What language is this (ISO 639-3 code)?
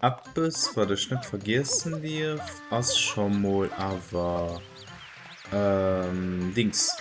ltz